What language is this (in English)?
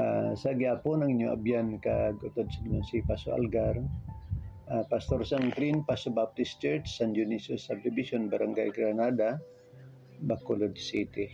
Hiligaynon